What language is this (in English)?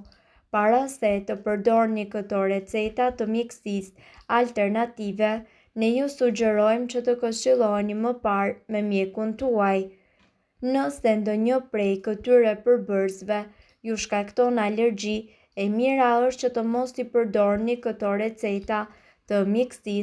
Albanian